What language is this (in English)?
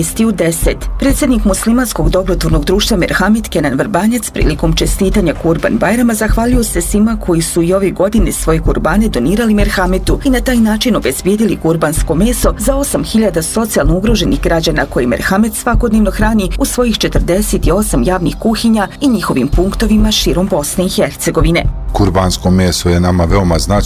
Bosnian